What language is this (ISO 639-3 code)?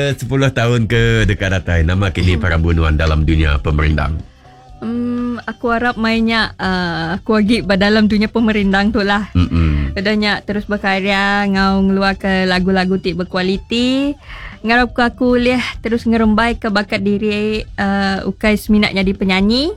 iba